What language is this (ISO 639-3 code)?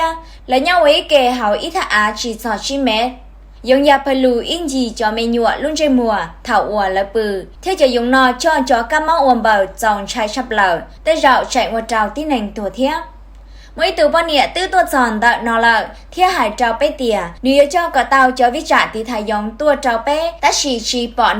hmn